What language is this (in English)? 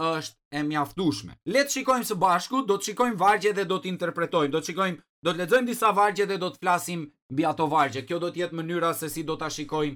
Albanian